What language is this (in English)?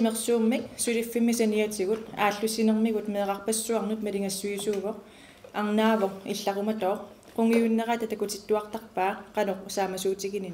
Kalaallisut